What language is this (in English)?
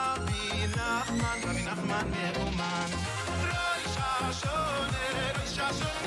Yiddish